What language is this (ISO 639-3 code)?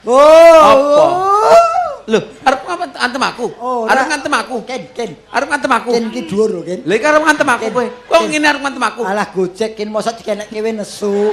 jav